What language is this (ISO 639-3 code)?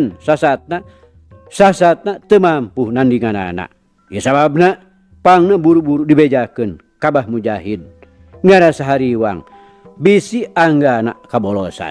sun